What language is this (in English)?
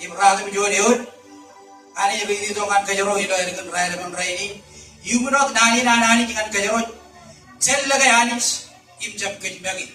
Marshallese